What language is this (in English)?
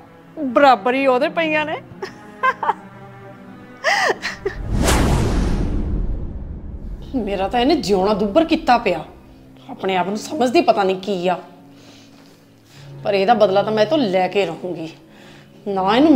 Punjabi